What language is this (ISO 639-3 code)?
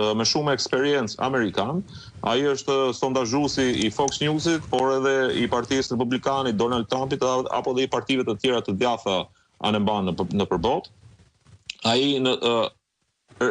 sqi